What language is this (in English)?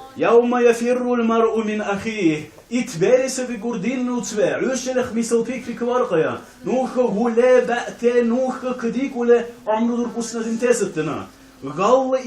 Dargwa